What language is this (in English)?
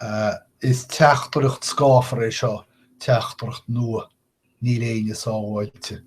Irish